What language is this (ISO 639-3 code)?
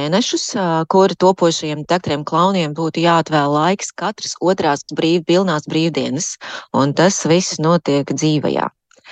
lav